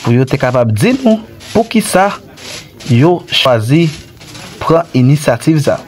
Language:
Haitian Creole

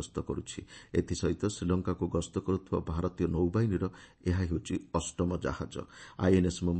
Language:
Odia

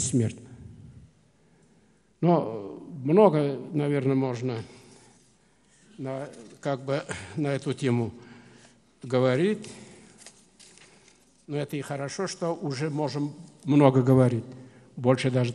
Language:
Russian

